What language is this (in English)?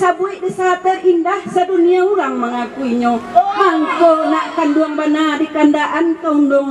Minangkabau